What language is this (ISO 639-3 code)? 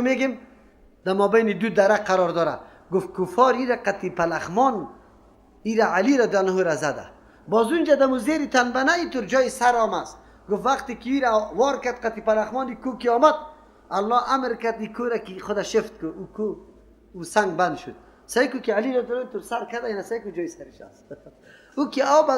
fas